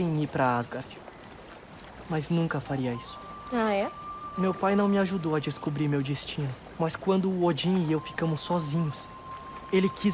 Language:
Portuguese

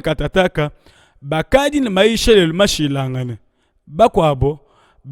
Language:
Luba-Lulua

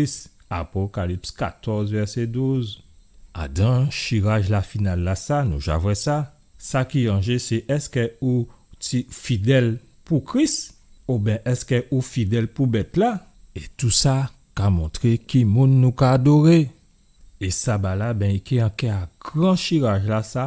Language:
Guadeloupean Creole French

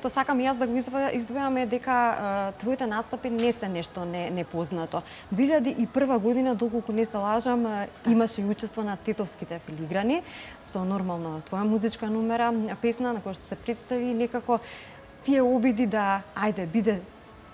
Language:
Macedonian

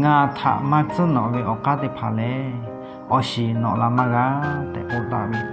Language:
Lahu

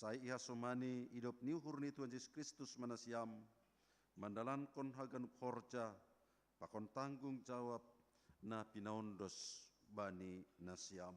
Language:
Batak Simalungun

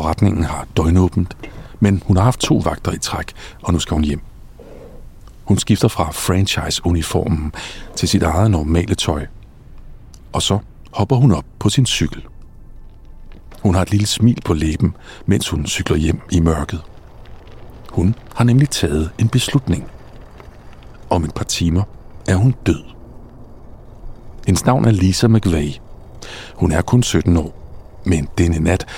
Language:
Danish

